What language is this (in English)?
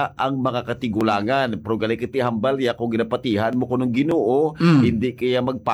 Hiligaynon